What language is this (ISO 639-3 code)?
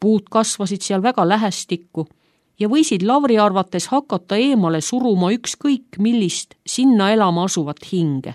est